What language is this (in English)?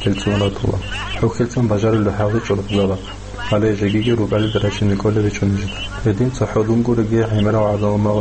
Avaric